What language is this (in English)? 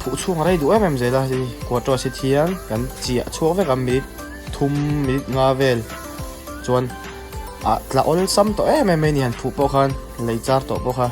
Mizo